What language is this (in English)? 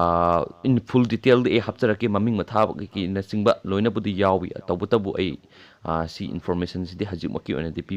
Manipuri